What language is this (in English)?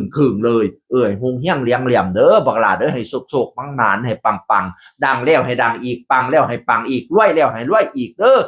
Northeastern Thai